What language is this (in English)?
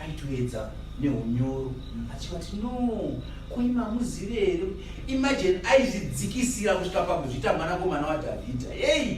Shona